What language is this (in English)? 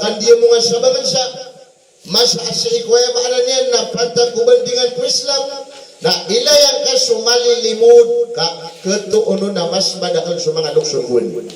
Maranao